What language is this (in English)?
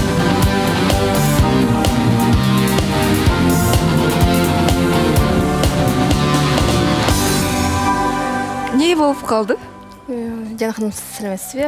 Kazakh